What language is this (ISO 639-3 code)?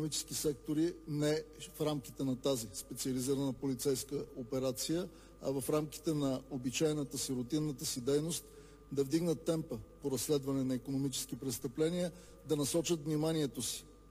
bul